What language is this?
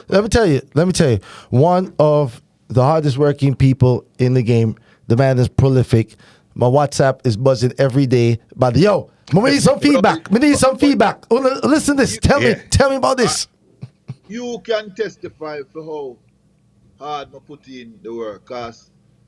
Jamaican Creole English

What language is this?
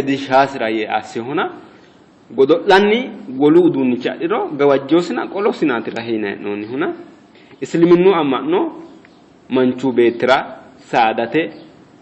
Sidamo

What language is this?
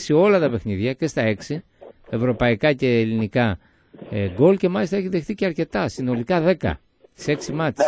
Greek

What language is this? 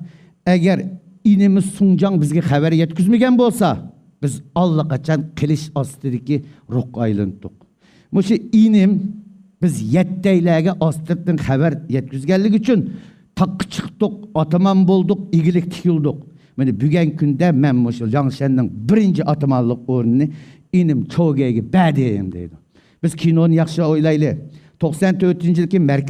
Uyghur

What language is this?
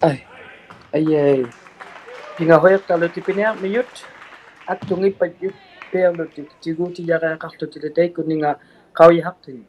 Inuktitut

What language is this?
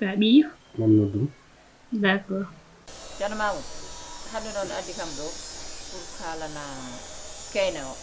Fula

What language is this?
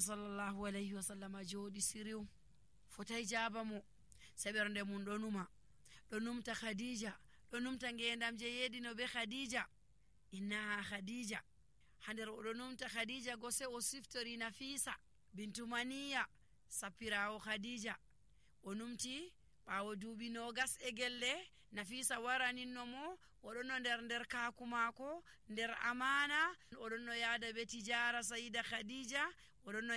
Nigerian Fulfulde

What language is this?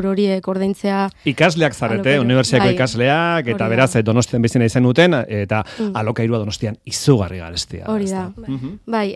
Basque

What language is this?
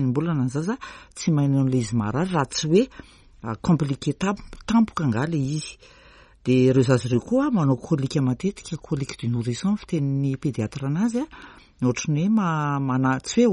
Malagasy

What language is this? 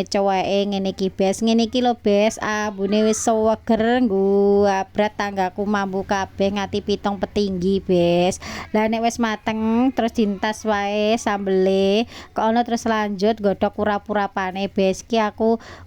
Javanese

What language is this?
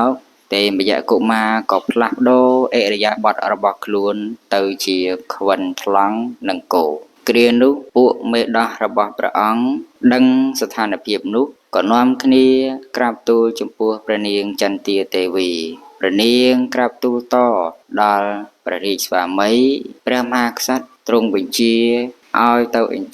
Khmer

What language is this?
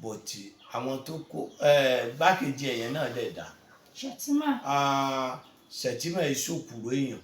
Yoruba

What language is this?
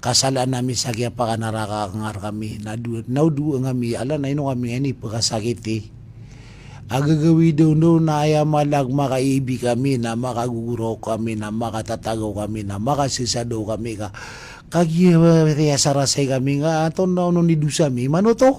Maranao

